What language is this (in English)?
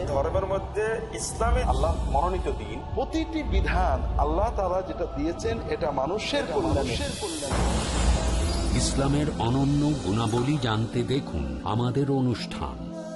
Bangla